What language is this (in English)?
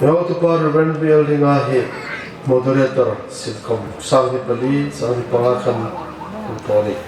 Hmar